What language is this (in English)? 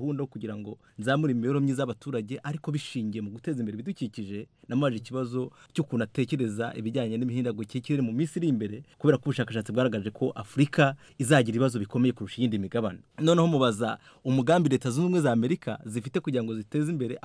Kinyarwanda